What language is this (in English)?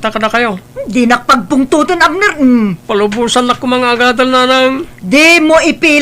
Iloko